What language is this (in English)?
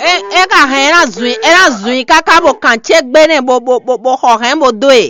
Fon